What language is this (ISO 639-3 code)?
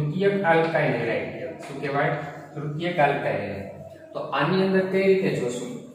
guj